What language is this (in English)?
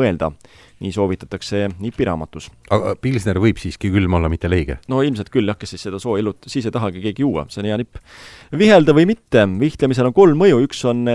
Estonian